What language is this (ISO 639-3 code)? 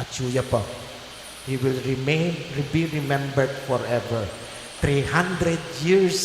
pam